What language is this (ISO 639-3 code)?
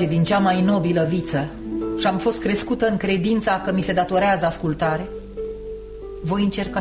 ron